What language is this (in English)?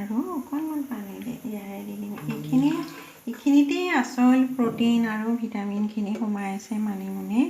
Assamese